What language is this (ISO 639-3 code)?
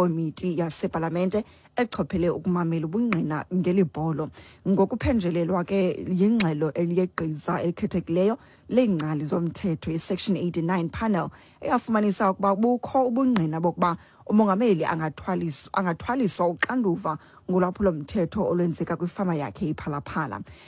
xho